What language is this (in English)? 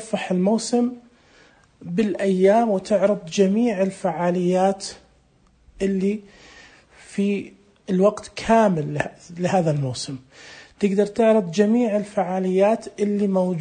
Najdi Arabic